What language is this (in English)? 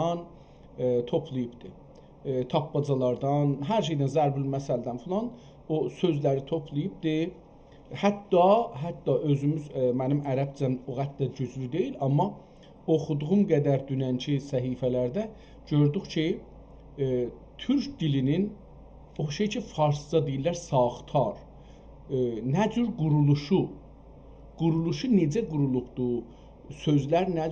South Azerbaijani